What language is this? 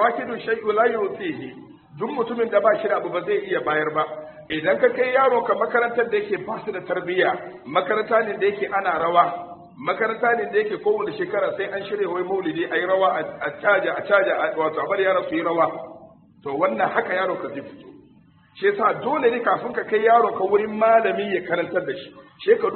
Hausa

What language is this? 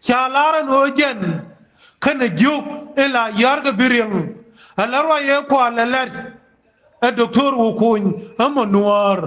Nuer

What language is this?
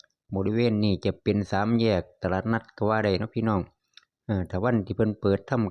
Northeastern Thai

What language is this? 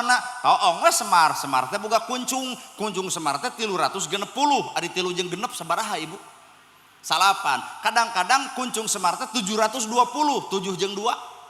Sundanese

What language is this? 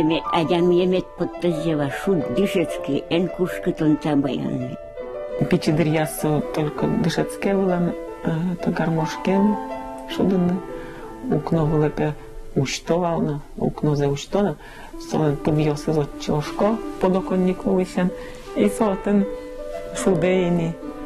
Udmurt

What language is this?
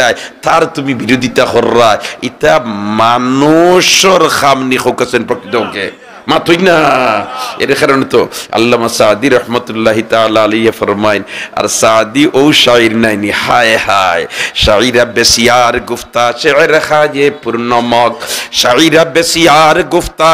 Sylheti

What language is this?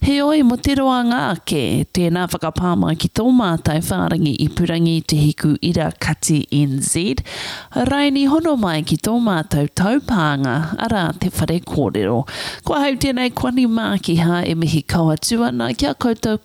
Māori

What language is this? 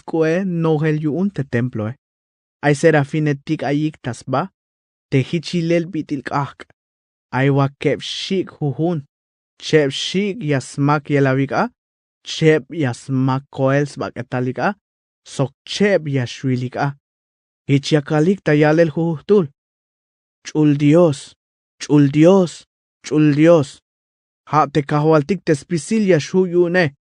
Tzeltal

